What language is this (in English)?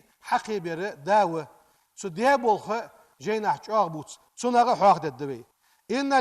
Ingush